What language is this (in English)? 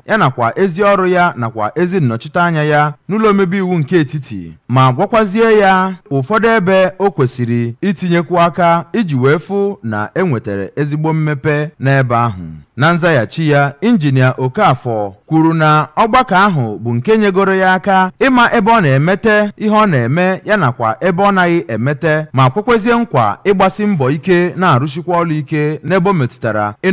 Igbo